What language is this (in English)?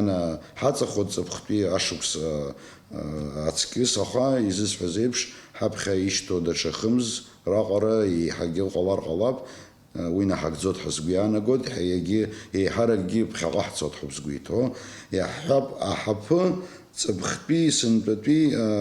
Abkhazian